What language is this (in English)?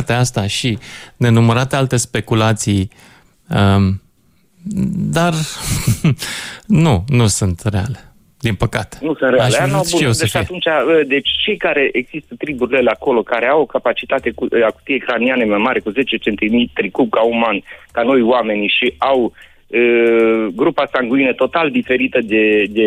Romanian